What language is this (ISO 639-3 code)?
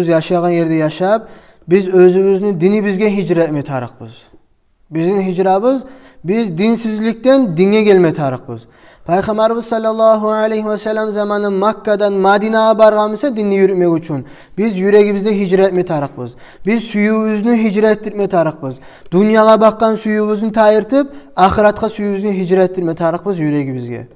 kum